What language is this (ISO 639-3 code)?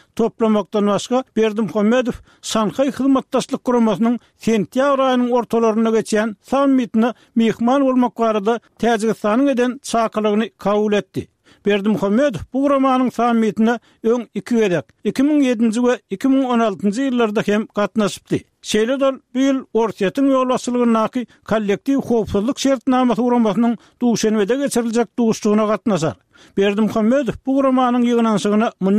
tuk